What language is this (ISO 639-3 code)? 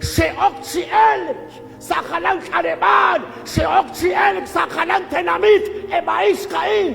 kek